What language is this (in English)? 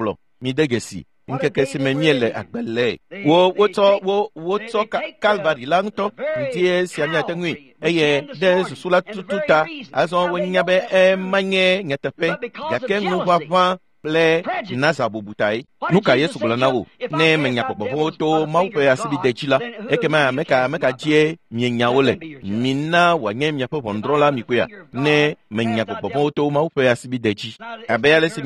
Ewe